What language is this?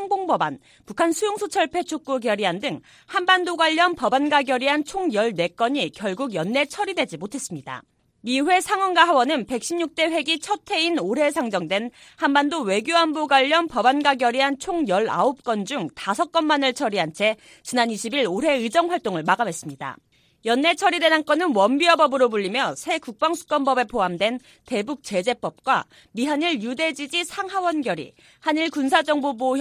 Korean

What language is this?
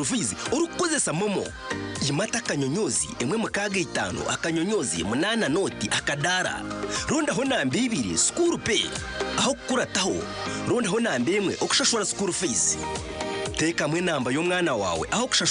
Nyankole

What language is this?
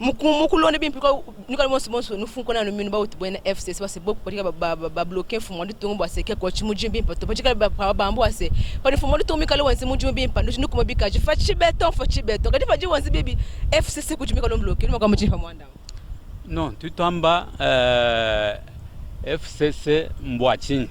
Luba-Lulua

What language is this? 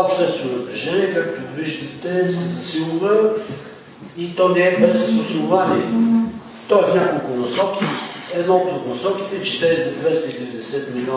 Bulgarian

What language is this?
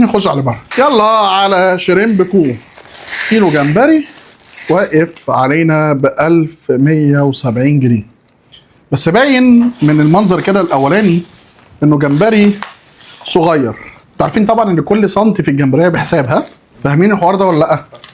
Egyptian Arabic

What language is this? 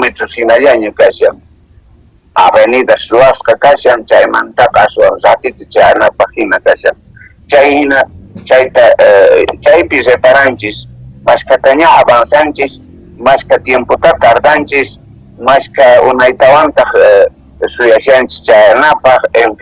Quechua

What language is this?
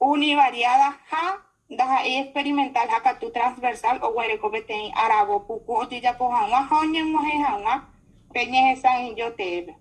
Guarani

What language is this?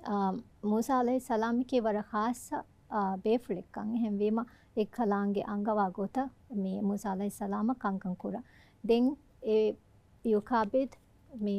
Divehi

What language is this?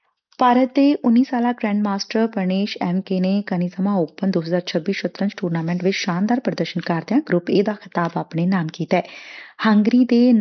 Punjabi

